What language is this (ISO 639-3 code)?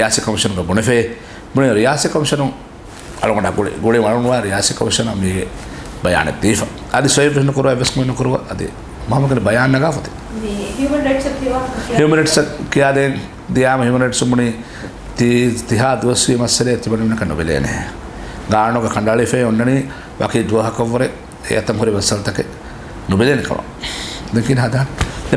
div